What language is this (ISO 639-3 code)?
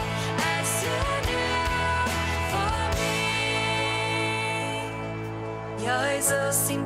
pdt